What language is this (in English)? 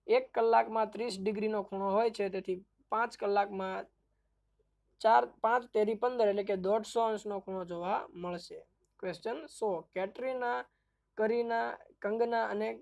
Gujarati